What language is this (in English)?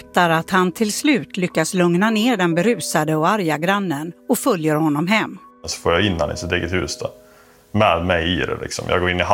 Swedish